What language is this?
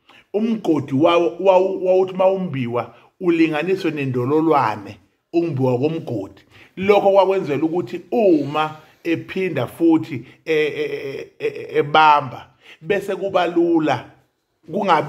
Zulu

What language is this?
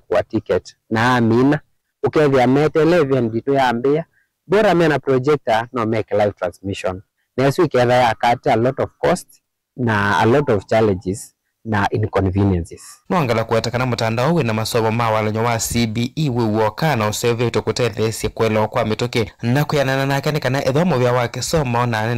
Kamba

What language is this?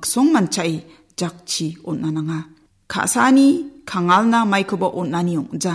Garo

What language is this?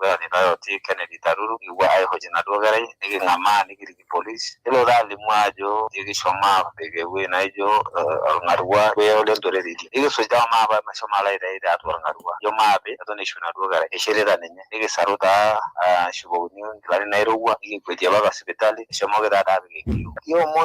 Masai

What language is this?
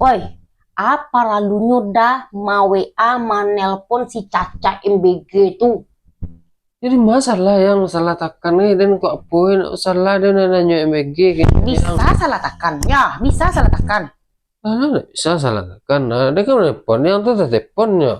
Minangkabau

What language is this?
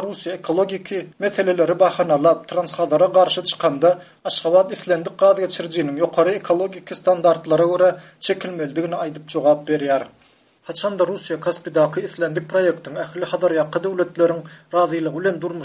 Turkmen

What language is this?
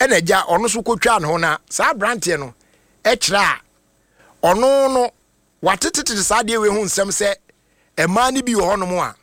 Akan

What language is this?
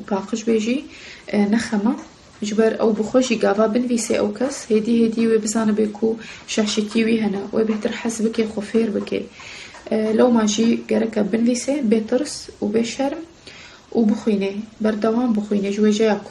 Kurdish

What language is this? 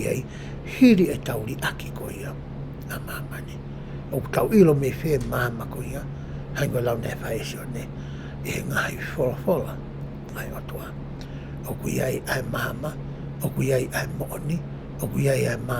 Tongan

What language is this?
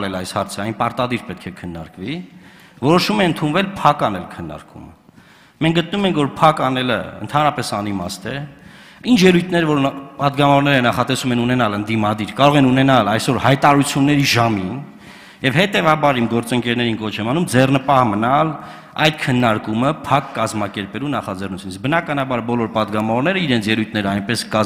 Armenian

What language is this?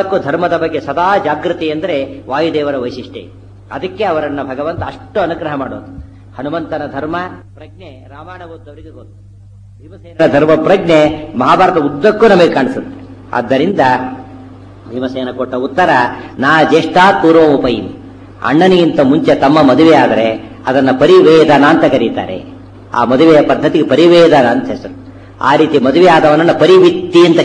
Kannada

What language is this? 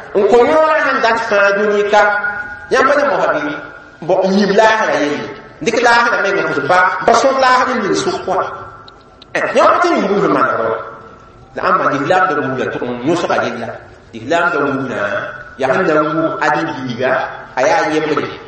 Mossi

